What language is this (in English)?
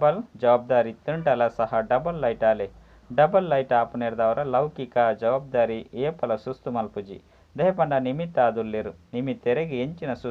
Tulu